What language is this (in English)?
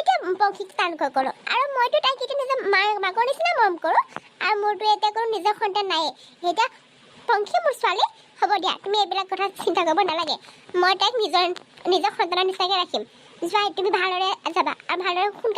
Assamese